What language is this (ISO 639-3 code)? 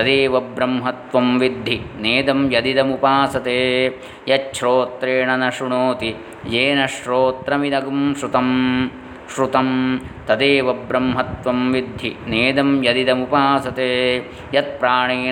san